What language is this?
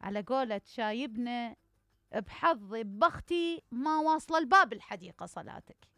Mesopotamian Arabic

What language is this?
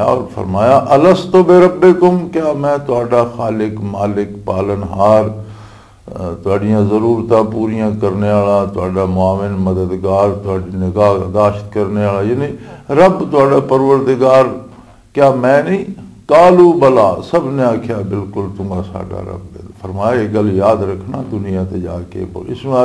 Western Panjabi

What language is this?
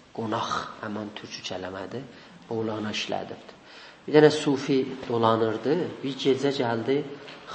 South Azerbaijani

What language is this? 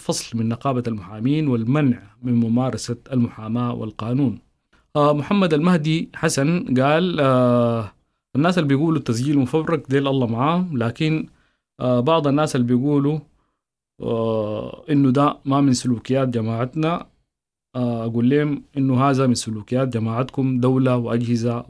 Sudanese Arabic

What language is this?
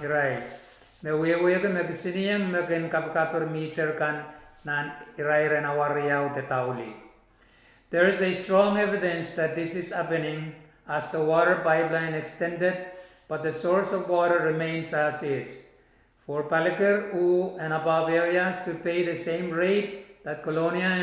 Pohnpeian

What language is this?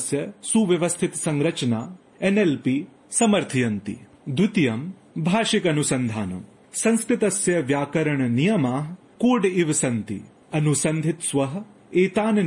Sanskrit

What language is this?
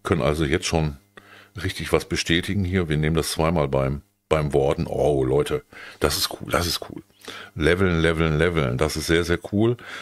German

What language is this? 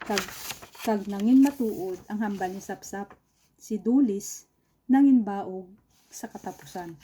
Kinaray-a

